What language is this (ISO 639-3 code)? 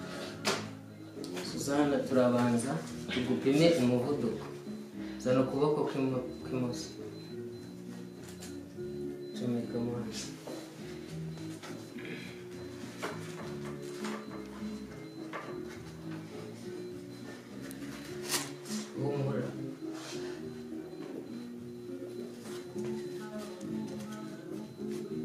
kin